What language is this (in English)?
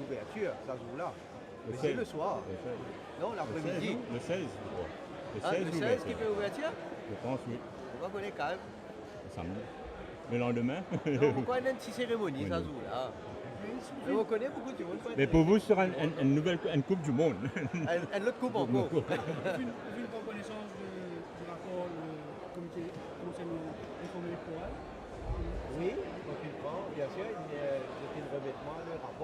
Morisyen